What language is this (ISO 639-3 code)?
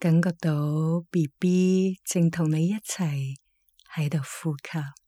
yue